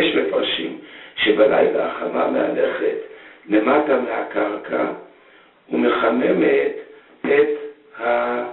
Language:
Hebrew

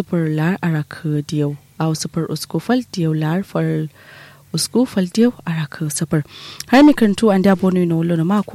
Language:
Kanuri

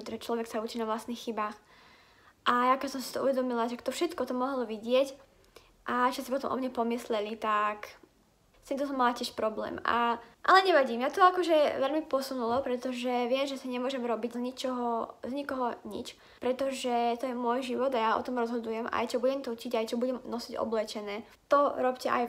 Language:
Slovak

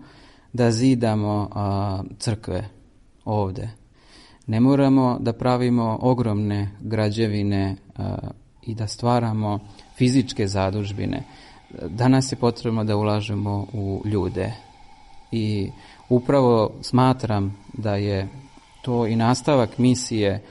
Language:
Serbian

